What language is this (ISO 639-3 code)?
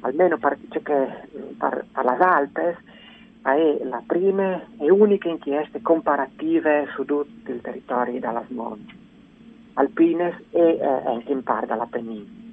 fur